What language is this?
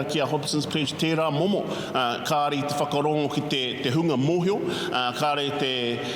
Māori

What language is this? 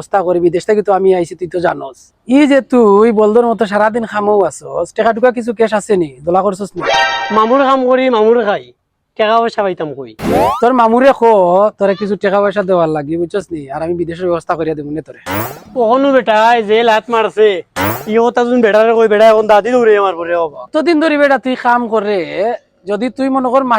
Sylheti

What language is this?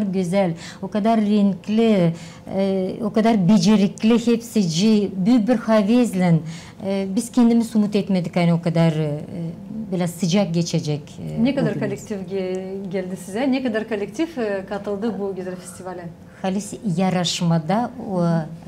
Gagauz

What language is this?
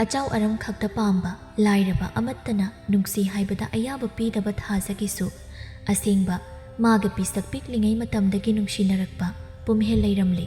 Manipuri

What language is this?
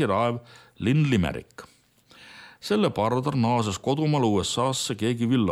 Estonian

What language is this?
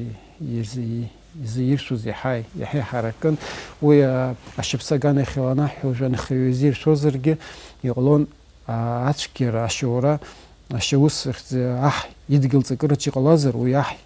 Abkhazian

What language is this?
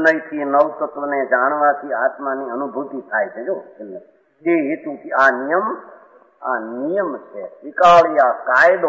Gujarati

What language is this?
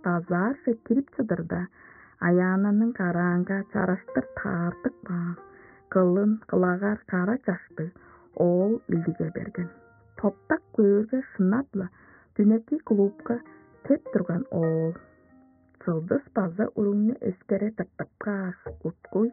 Tuvinian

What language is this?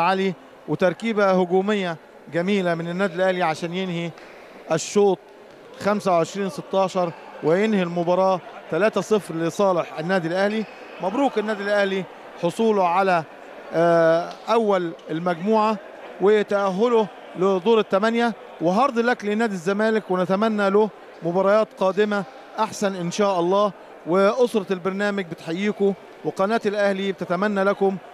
Egyptian Arabic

